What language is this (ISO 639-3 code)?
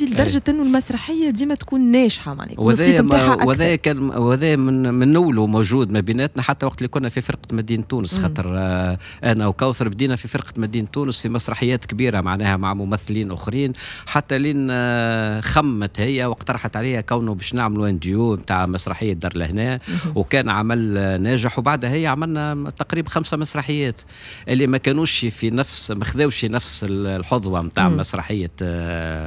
aeb